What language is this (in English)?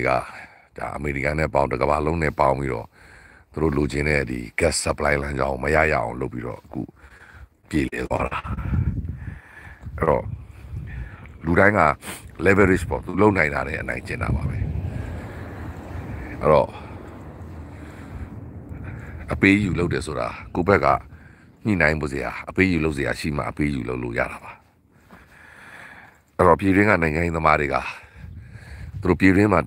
Burmese